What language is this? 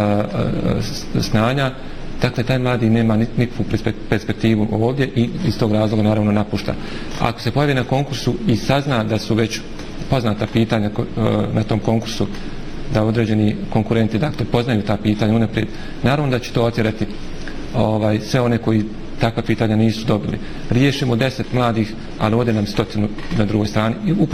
Bosnian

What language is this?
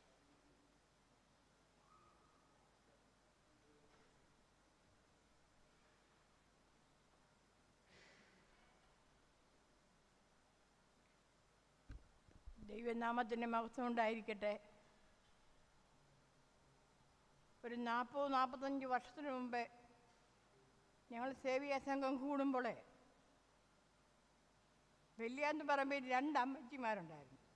Malayalam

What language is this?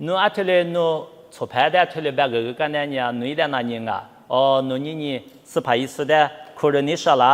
Lisu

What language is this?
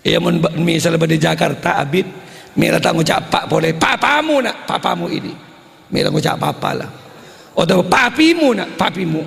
Madurese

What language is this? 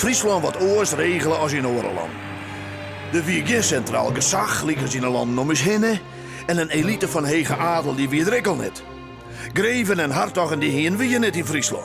Western Frisian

